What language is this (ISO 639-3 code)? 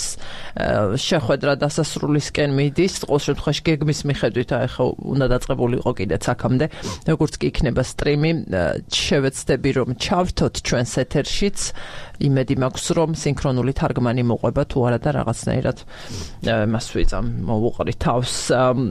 kat